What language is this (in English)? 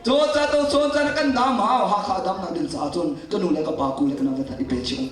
Hakha Chin